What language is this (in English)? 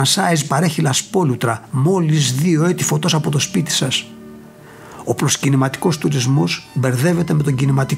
Greek